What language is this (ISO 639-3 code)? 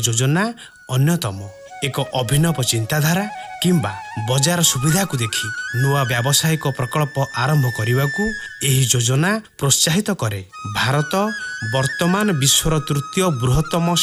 ori